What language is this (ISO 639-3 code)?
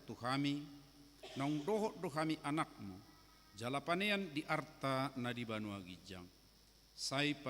bbc